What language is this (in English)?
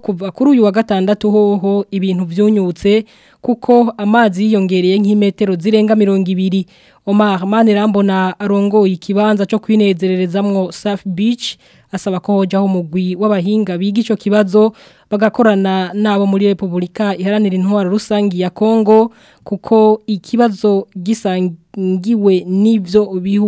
Rundi